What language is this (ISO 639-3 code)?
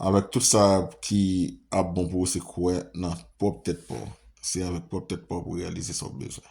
hat